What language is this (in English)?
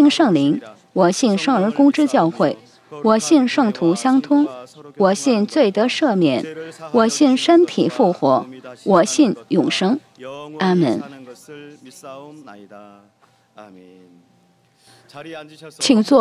Chinese